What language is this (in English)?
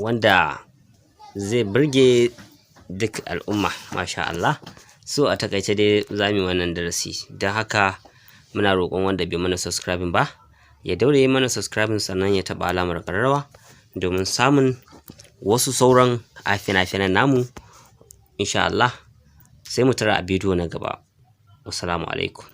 Hausa